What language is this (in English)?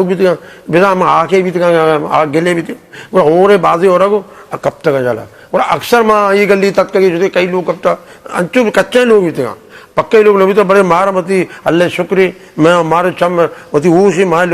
Eastern Balochi